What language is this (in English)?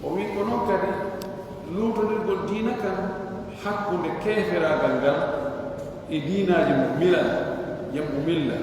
Pular